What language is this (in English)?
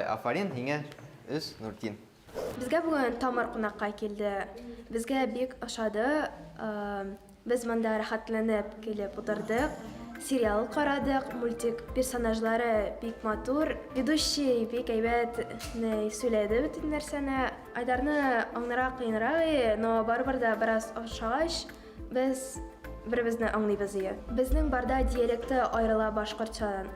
Bashkir